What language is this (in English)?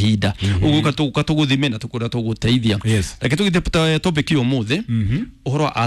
Kikuyu